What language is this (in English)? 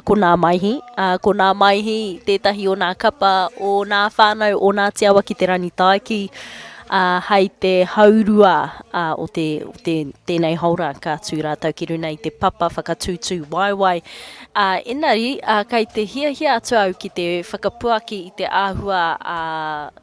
Māori